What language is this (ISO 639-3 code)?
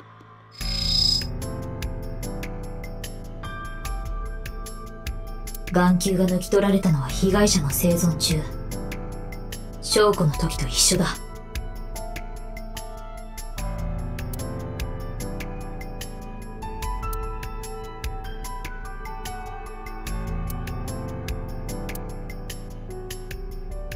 jpn